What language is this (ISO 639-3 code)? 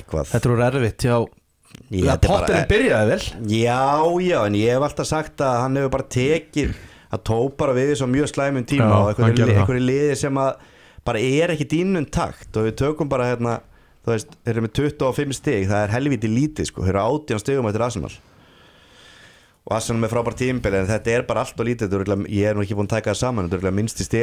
isl